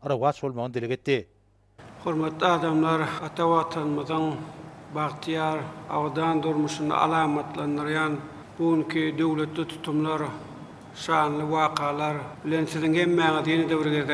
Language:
Turkmen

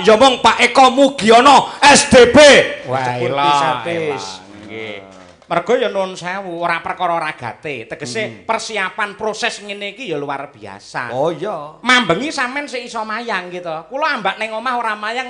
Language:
Javanese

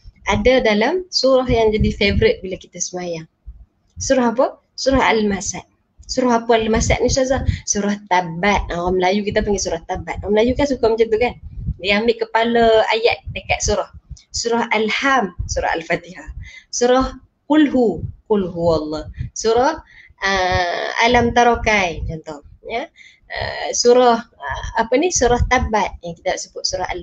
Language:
Malay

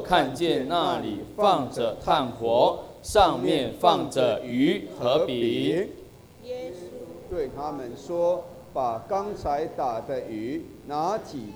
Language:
Chinese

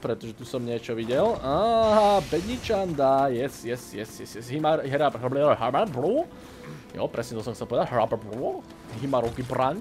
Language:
Slovak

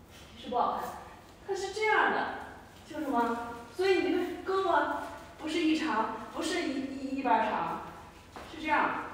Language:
Chinese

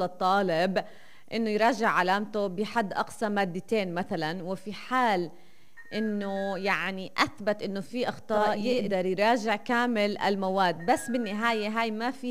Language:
North Levantine Arabic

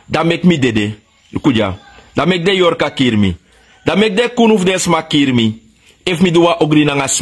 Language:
Sranan Tongo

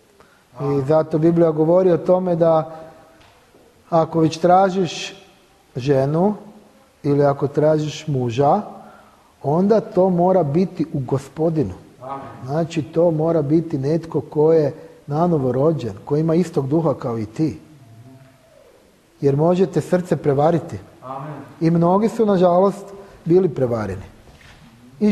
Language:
Croatian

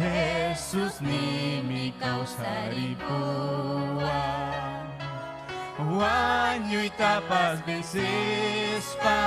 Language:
Ayacucho Quechua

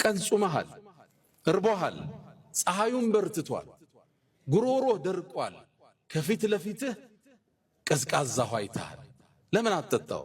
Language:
Amharic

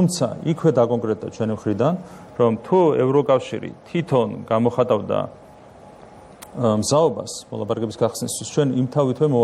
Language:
Georgian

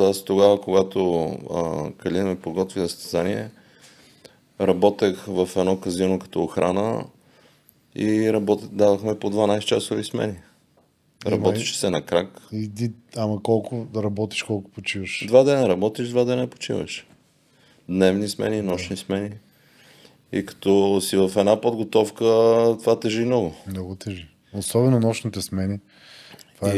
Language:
Bulgarian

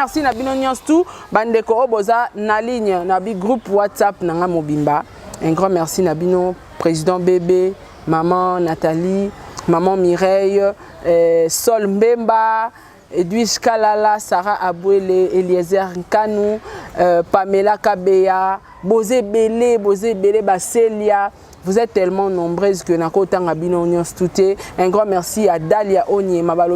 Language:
Lingala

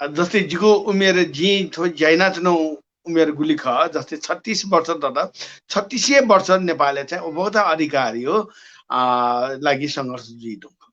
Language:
Newari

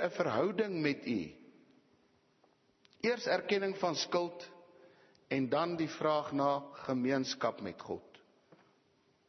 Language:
Afrikaans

